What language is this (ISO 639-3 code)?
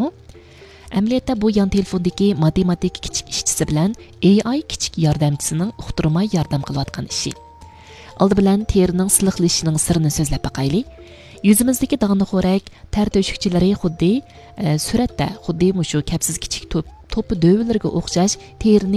uig